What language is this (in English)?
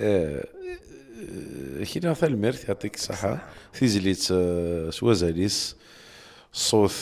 Kabyle